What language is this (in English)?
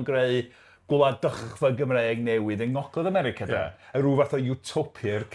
Welsh